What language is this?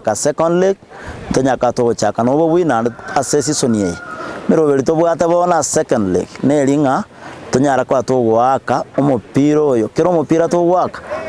Gusii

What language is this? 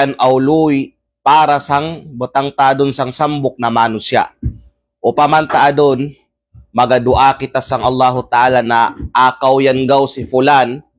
Kalagan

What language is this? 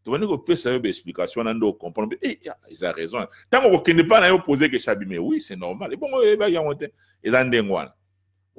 Lingala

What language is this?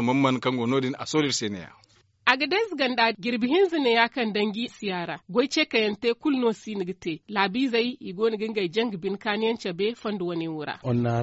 Zarma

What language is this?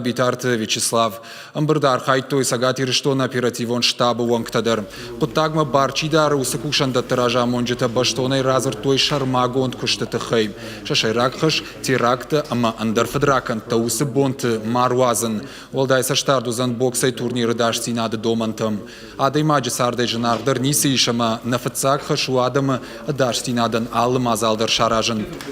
Ossetic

